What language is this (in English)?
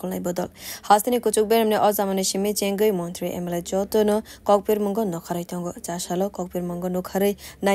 Kok Borok